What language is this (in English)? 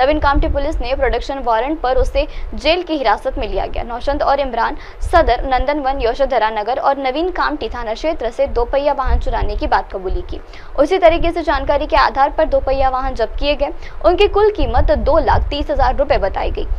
Hindi